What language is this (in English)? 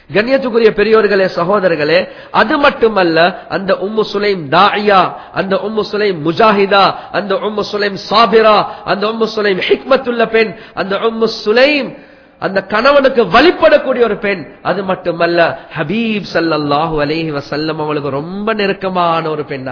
Tamil